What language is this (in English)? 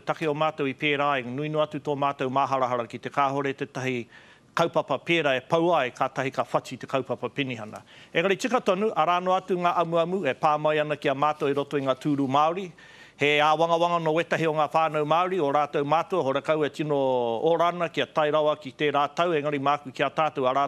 Māori